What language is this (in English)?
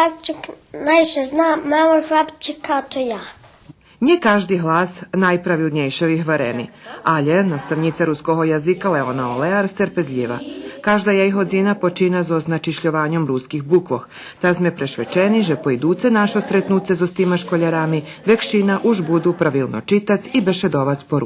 Rusyn